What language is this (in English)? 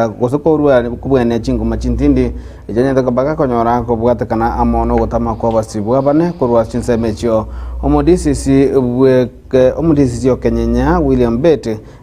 Gusii